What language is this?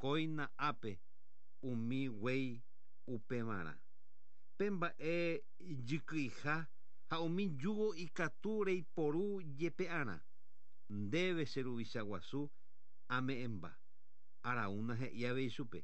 Guarani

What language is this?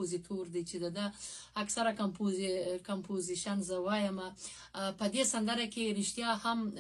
Pashto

